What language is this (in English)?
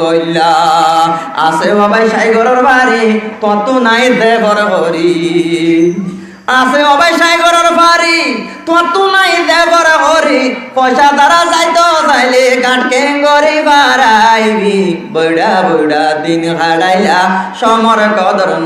Rohingya